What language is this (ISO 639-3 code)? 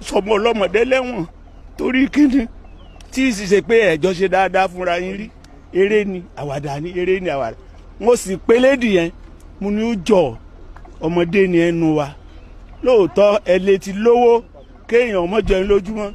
yor